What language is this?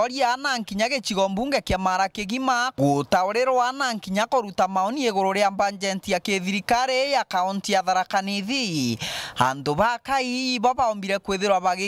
Meru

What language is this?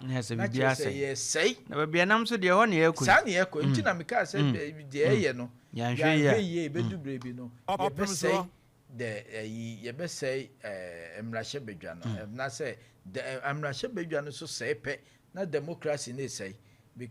Akan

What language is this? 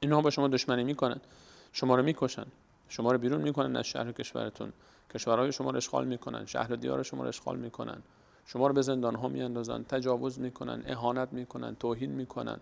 Persian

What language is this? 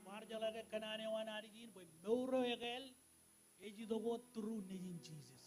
Marshallese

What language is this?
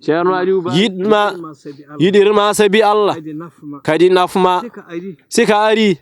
Fula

